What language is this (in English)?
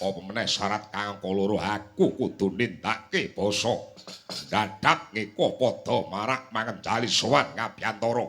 Javanese